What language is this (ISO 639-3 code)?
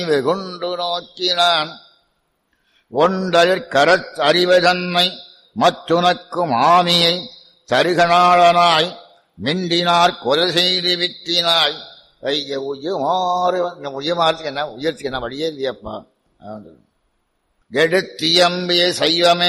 tam